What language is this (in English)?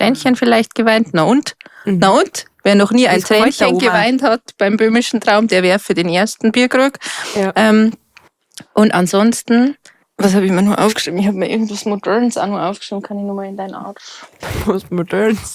Bavarian